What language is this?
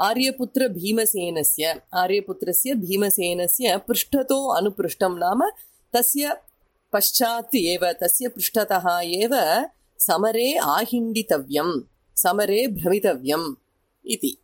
Sanskrit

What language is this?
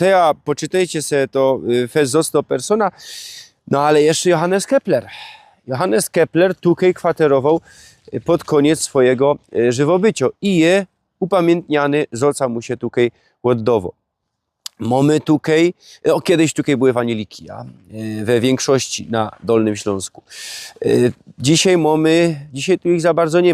Silesian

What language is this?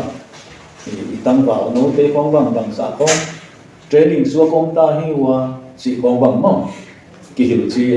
Tedim Chin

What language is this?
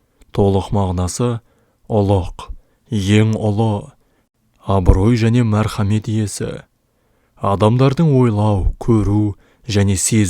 Kazakh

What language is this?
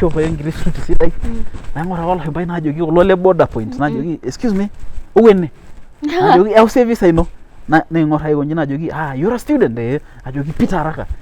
Masai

